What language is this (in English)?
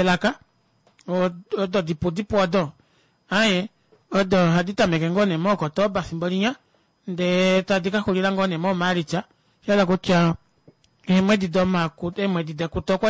Kuanyama